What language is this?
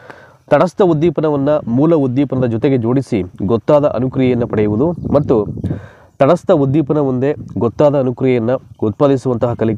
Kannada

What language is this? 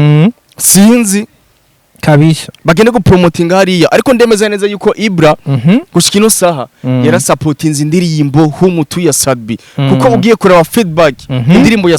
Rundi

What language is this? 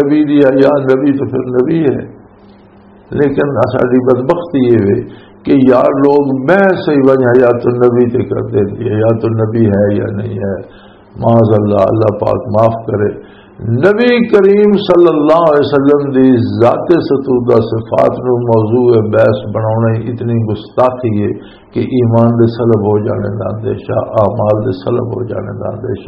Western Panjabi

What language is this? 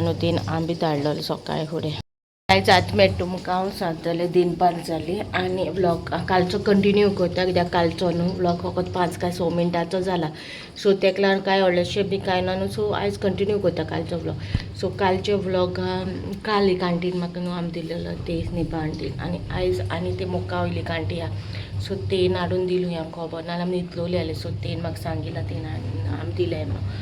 Konkani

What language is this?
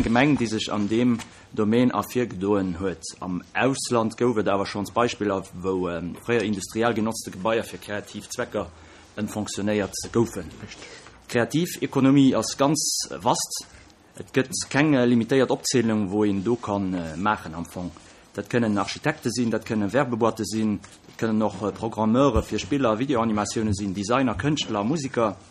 Luxembourgish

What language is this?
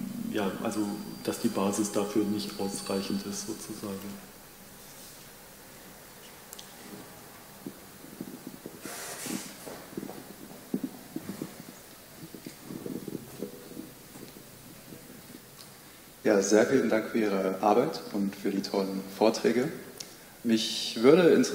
German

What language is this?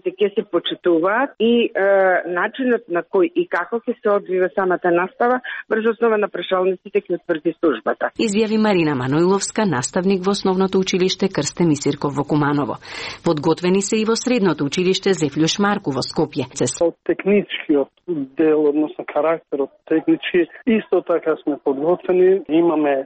Macedonian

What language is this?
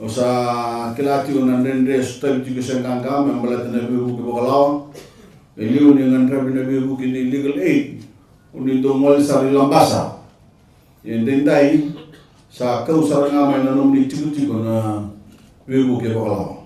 Fijian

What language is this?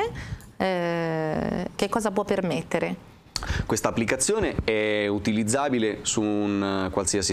Italian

